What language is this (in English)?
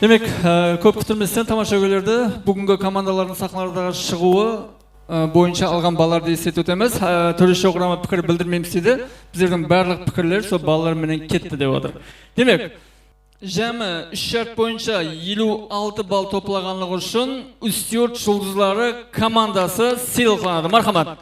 Kara-Kalpak